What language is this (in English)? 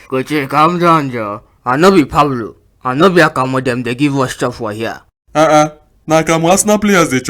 Nigerian Pidgin